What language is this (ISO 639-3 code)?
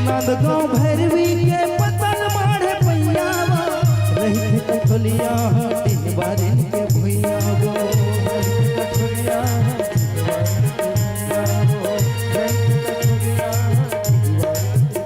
hne